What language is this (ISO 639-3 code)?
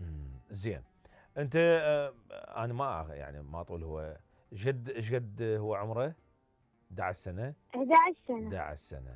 acm